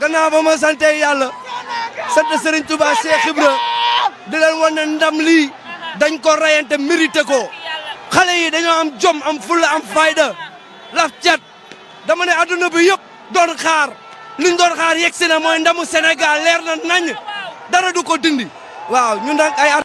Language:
Wolof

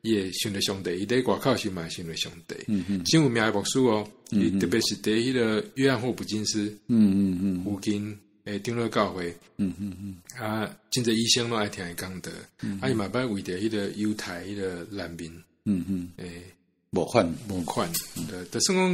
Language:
Min Nan Chinese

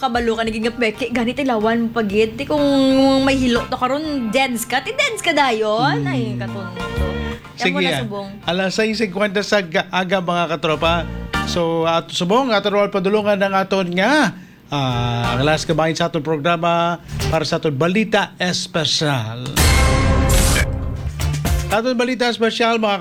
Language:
Hiligaynon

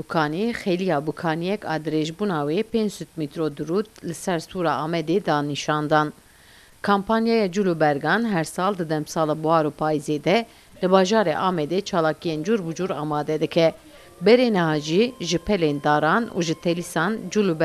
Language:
Kurdish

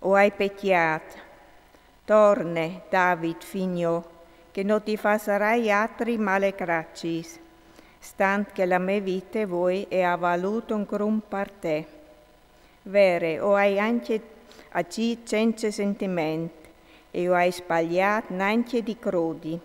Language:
Friulian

